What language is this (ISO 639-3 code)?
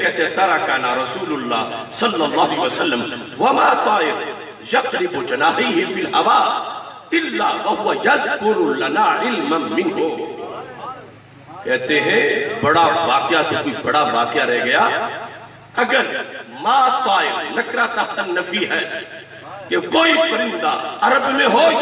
urd